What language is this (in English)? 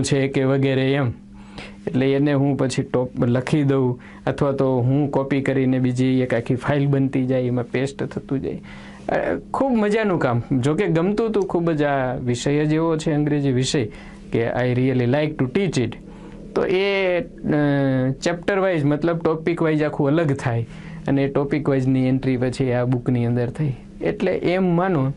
Gujarati